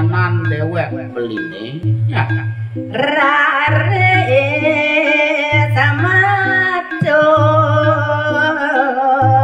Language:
Balinese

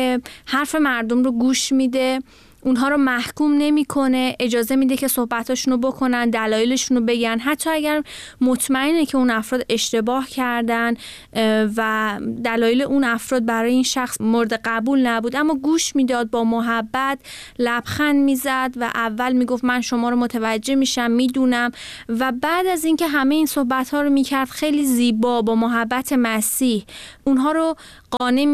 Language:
Persian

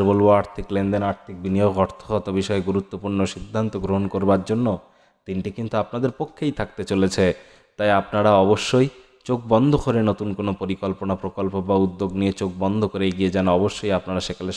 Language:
Bangla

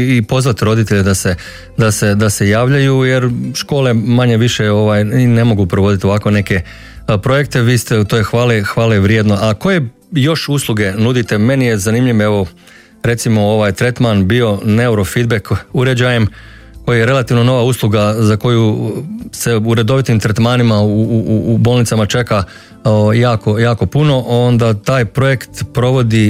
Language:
Croatian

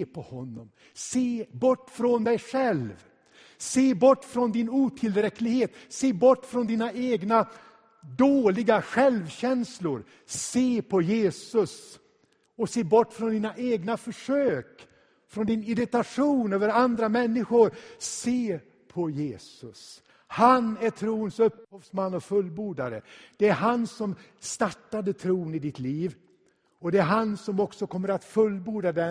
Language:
Swedish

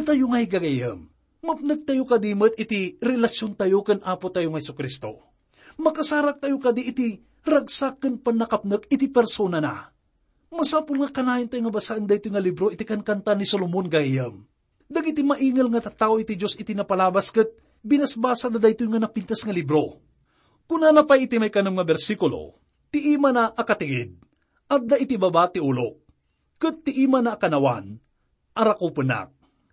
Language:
Iloko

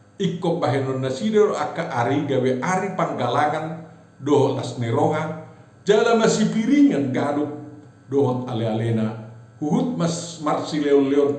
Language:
Batak Toba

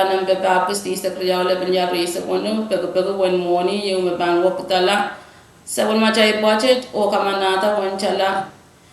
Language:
Pohnpeian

